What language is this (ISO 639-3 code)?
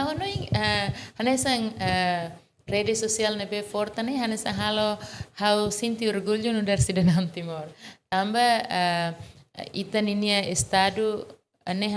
tet